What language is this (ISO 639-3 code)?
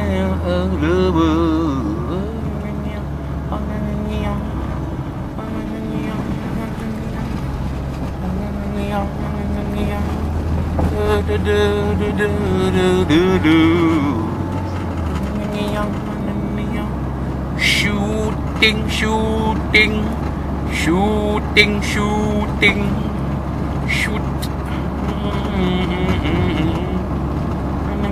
msa